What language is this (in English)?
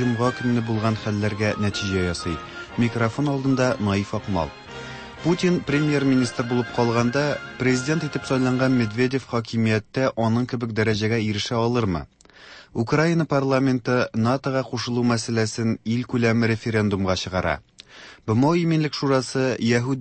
Tatar